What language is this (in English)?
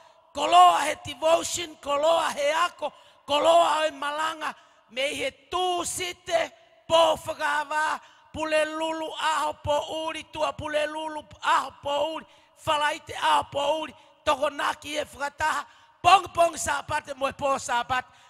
Tongan